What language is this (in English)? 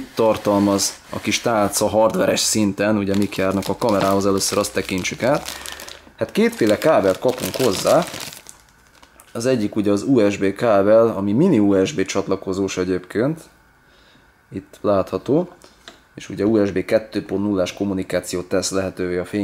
Hungarian